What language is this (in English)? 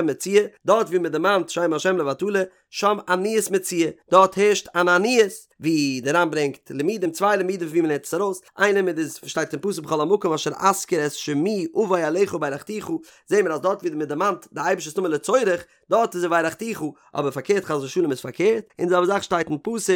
Yiddish